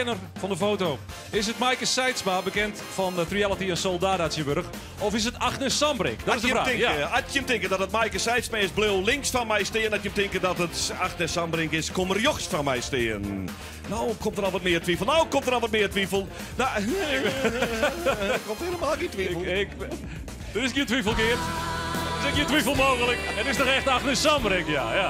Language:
Western Frisian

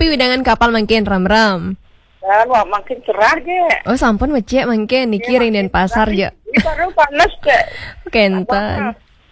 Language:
Balinese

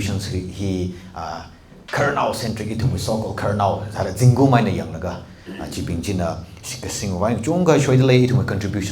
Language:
Tangkhul Naga (India)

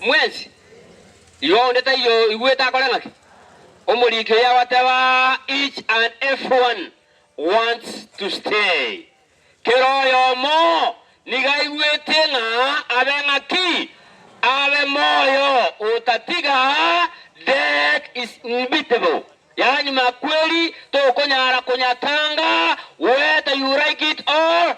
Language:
Gusii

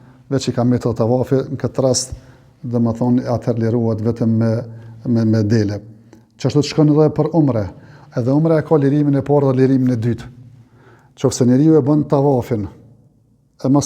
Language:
Albanian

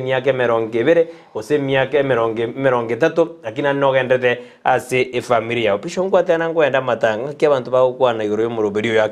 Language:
Gusii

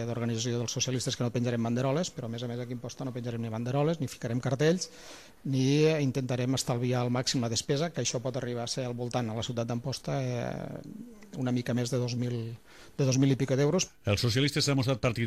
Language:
Catalan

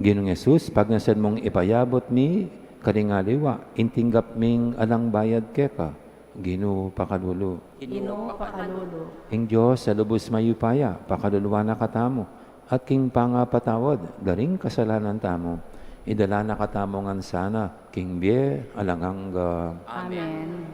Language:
Pampanga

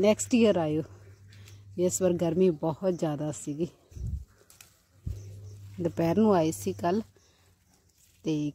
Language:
Punjabi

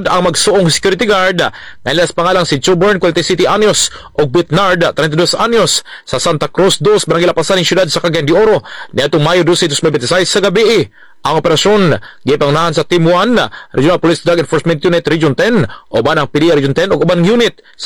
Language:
Cebuano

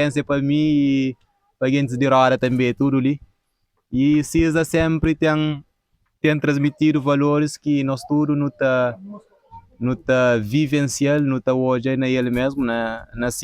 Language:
Kabuverdianu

